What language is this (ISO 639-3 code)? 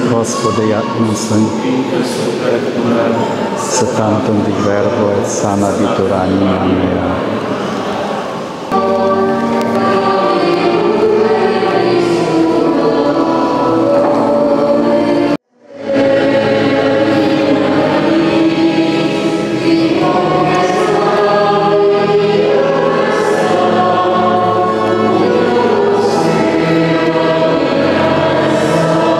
ukr